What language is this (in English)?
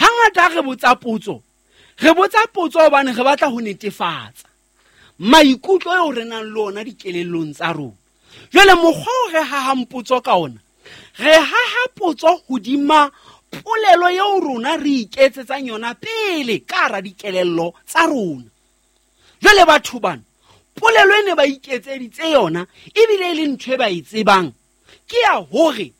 Southern Sotho